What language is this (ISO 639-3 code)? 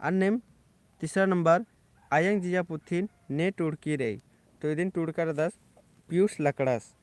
kru